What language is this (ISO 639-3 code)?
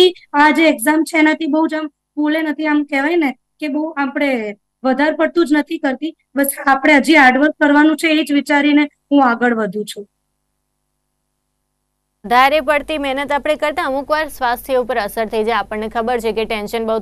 guj